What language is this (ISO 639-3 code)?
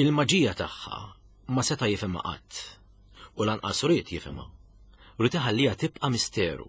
mlt